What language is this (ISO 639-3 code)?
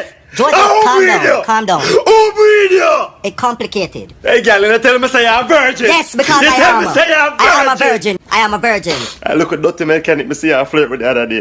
jam